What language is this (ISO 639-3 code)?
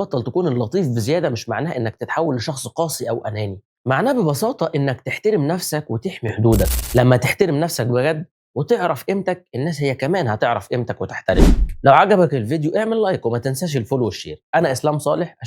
arz